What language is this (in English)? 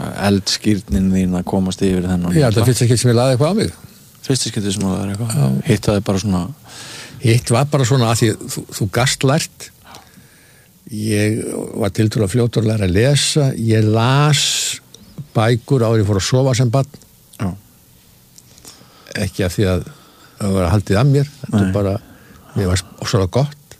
Icelandic